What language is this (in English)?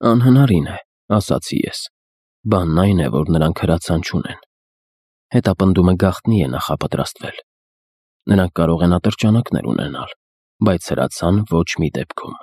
Armenian